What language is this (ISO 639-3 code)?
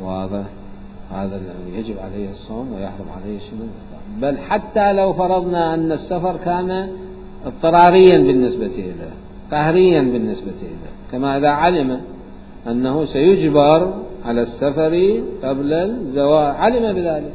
acm